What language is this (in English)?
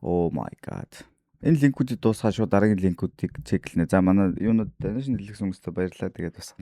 Mongolian